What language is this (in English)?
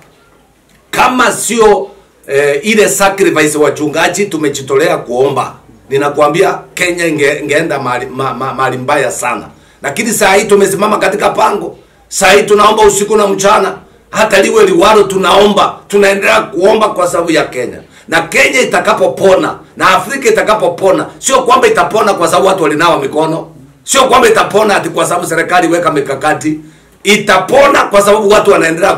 Swahili